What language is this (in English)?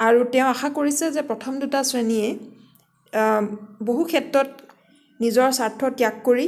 Assamese